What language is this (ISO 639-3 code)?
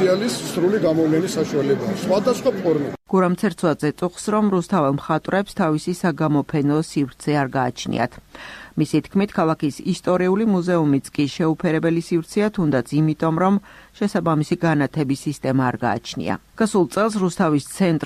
kat